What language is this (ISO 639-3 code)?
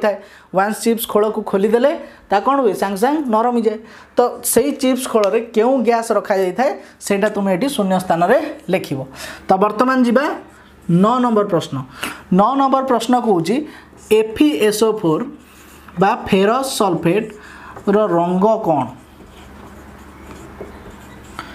ori